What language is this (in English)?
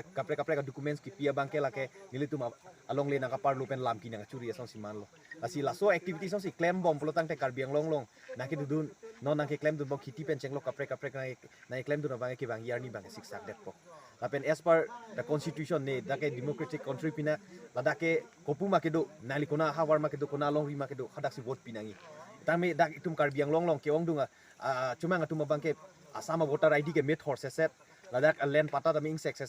Karbi